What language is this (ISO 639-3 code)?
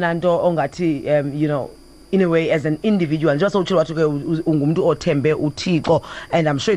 xho